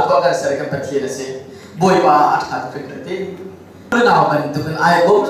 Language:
Hakha Chin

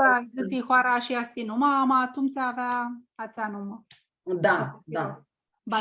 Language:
Aromanian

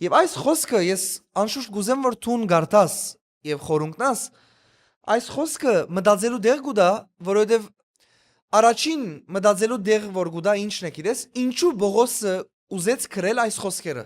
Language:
Western Armenian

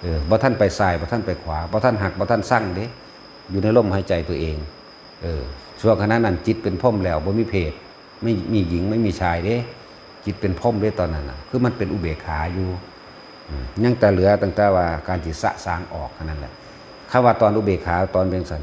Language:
Northeastern Thai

